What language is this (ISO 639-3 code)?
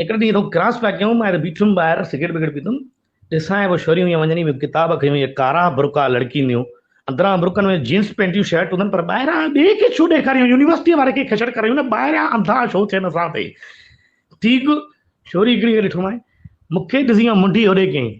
snd